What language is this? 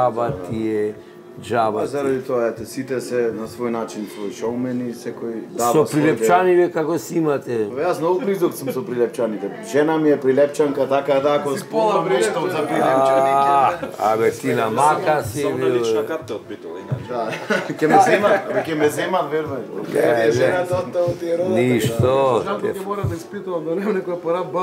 Macedonian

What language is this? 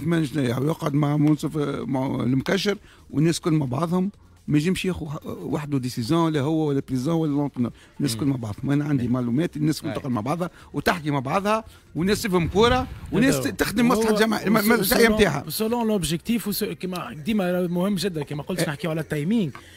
Tunisian Arabic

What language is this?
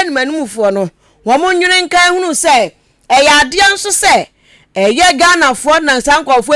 Akan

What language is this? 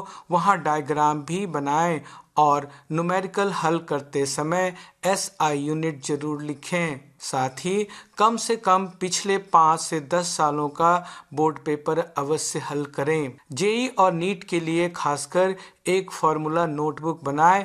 Hindi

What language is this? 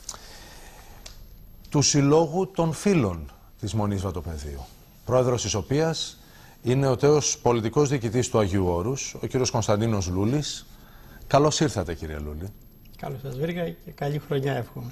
Greek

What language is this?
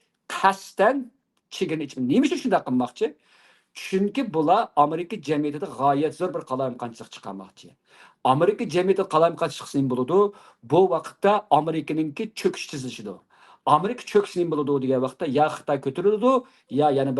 Uyghur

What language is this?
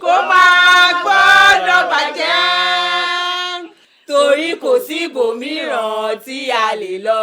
Yoruba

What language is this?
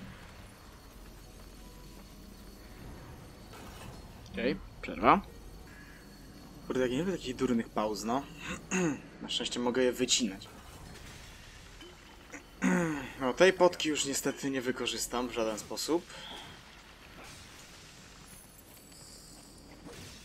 Polish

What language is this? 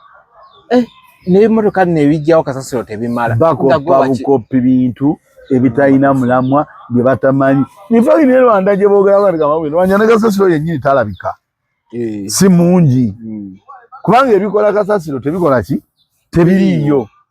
Ganda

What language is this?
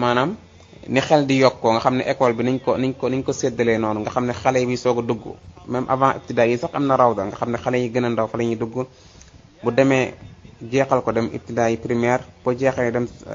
Wolof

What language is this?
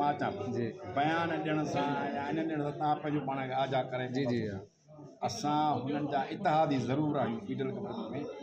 Sindhi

